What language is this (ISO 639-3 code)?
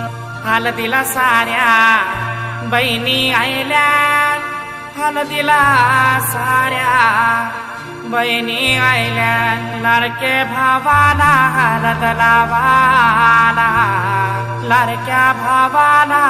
mar